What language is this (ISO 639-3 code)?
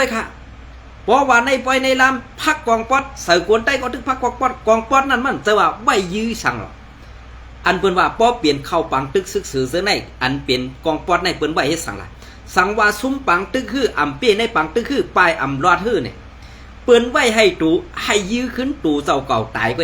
shn